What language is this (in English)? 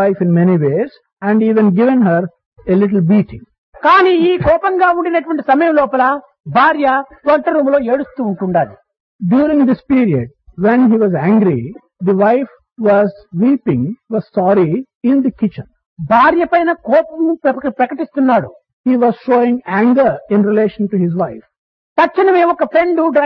Telugu